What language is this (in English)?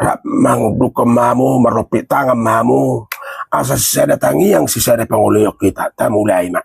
Batak Toba